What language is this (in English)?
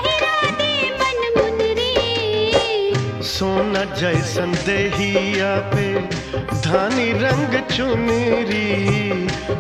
Bhojpuri